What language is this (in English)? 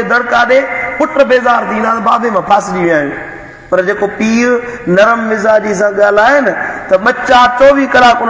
Sindhi